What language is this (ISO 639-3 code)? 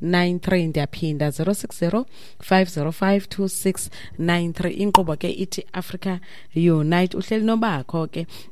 xho